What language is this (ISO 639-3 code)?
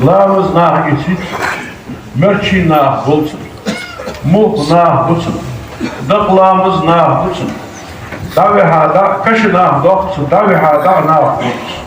inh